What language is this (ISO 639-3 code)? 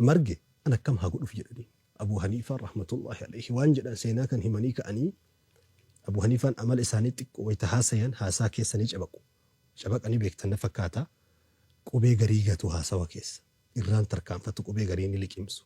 orm